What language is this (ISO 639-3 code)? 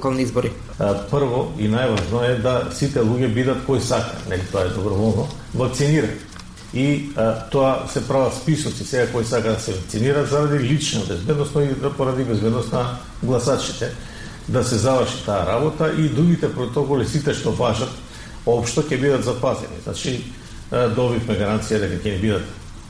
mkd